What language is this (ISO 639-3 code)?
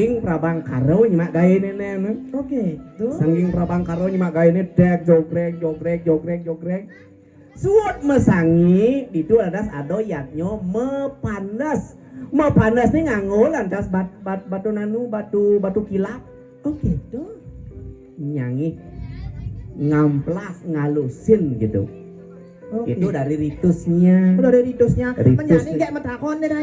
ban